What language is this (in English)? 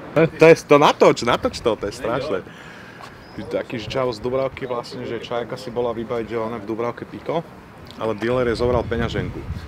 Slovak